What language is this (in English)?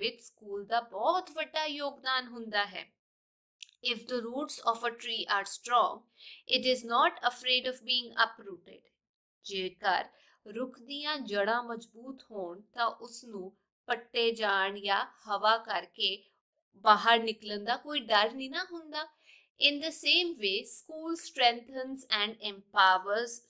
Punjabi